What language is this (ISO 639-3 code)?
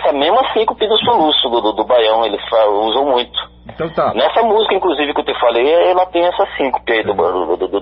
por